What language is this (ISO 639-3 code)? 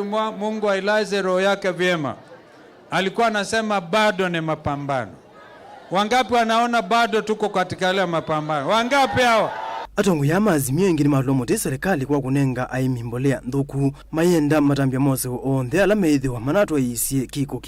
kam